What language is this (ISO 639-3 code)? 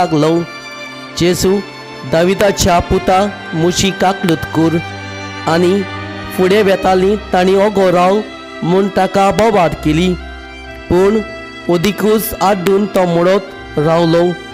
kok